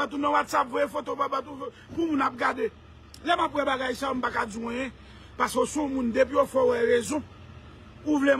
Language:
Haitian Creole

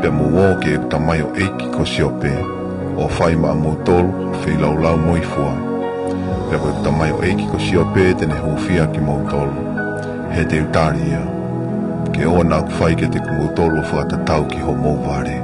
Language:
Tongan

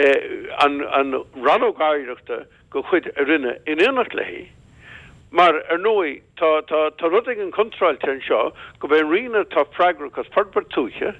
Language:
Irish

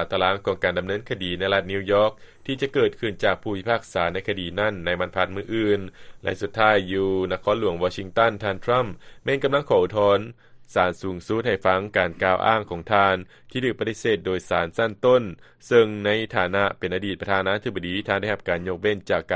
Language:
Lao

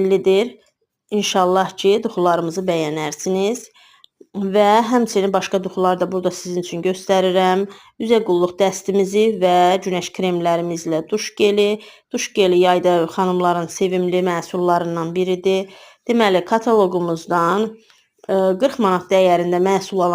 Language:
Azerbaijani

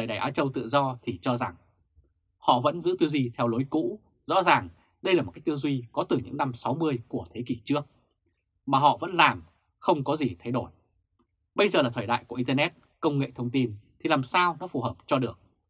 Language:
Vietnamese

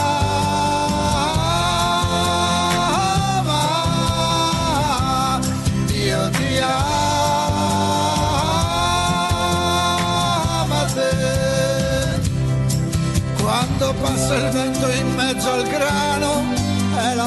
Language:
Italian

